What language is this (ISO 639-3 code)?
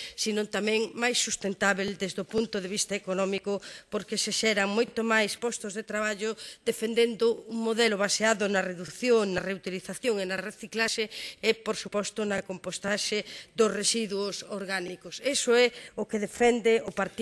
glg